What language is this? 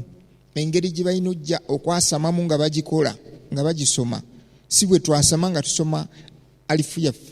Ganda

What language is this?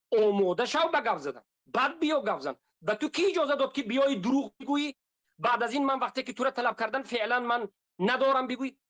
Tajik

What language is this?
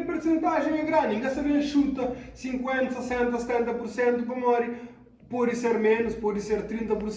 Kabuverdianu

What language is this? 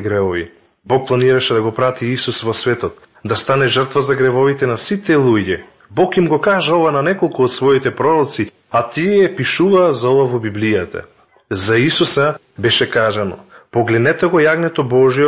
Macedonian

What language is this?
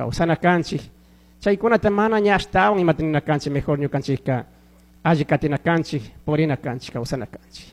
Chimborazo Highland Quichua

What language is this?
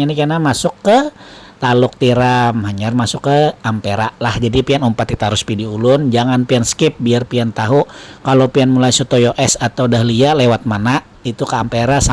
Banjar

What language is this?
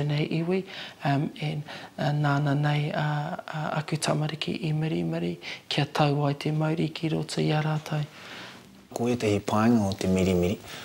Māori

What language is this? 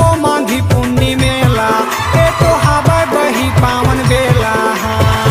Chhattisgarhi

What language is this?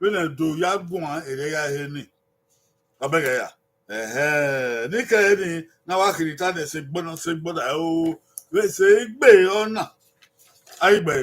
Bini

